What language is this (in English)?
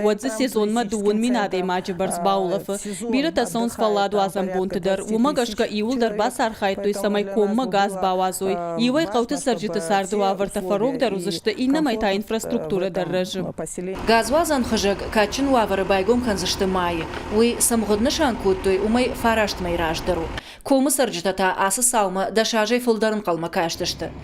Ossetic